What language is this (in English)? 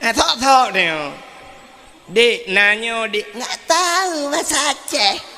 Achinese